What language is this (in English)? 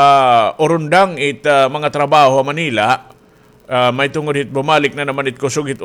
Waray